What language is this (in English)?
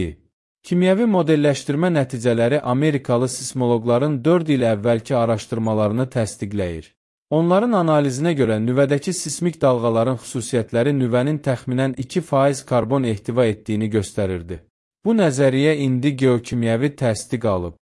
Azerbaijani